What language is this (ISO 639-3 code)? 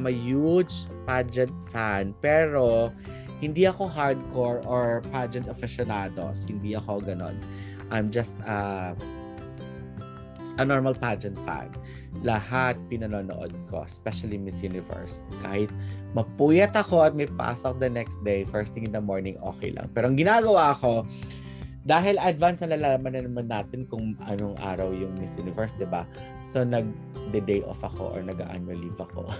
fil